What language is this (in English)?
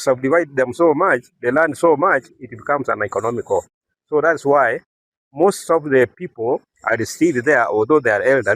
Gusii